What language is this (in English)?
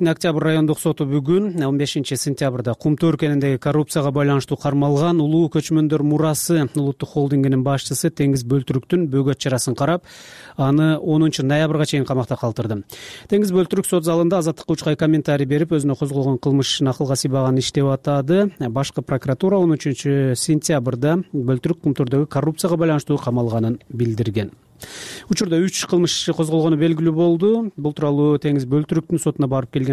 Kyrgyz